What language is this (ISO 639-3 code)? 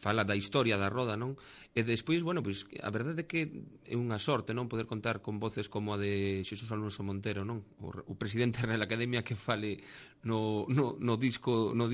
glg